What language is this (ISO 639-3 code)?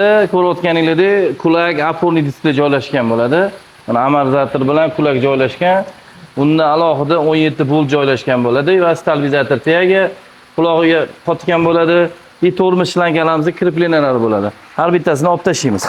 uzb